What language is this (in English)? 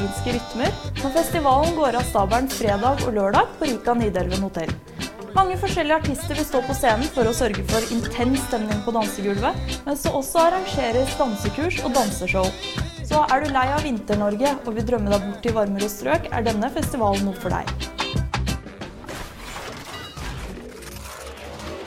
Norwegian